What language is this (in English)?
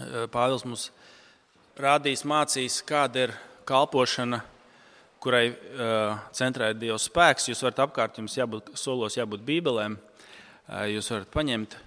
Latvian